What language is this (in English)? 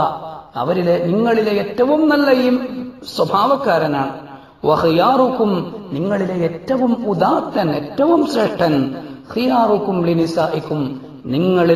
Malayalam